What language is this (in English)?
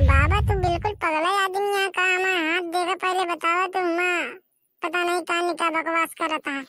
Bhojpuri